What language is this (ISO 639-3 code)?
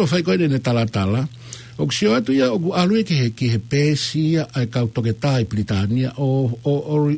ton